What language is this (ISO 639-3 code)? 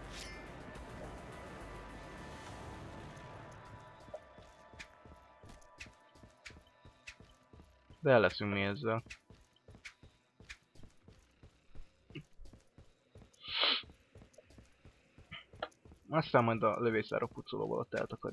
hun